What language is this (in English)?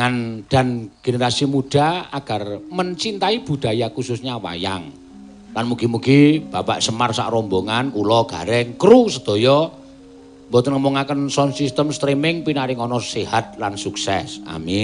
Javanese